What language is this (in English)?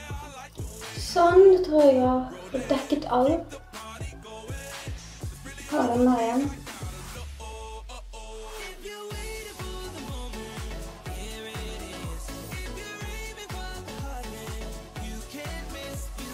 Norwegian